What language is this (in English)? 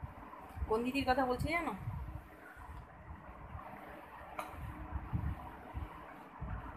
Bangla